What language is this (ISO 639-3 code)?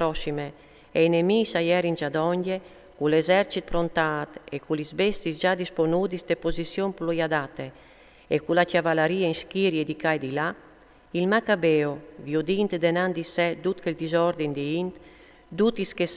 fur